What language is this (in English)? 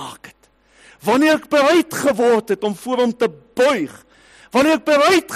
Afrikaans